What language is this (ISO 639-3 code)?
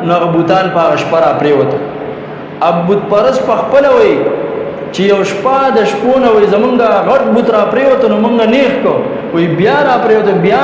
pus